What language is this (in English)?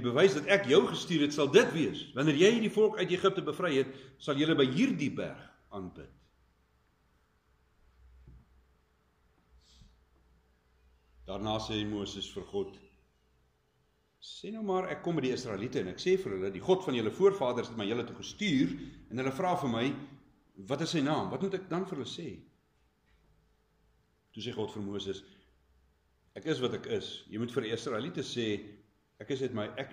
Afrikaans